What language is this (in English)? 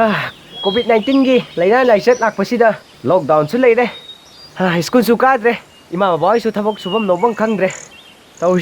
Manipuri